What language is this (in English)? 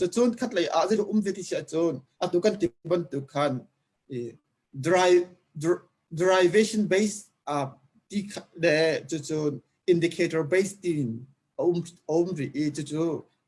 Hakha Chin